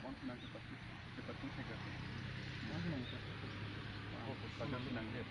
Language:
Karbi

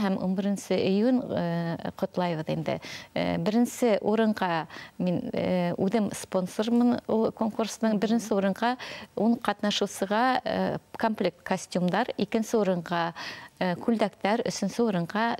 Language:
Bashkir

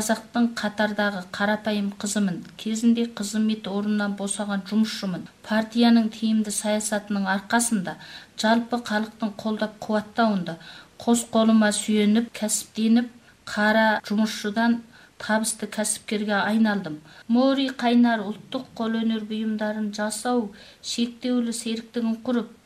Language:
Kazakh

